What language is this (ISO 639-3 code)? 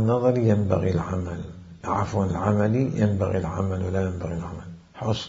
acm